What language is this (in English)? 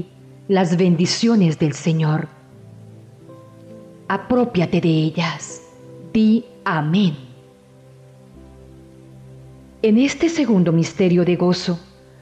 Spanish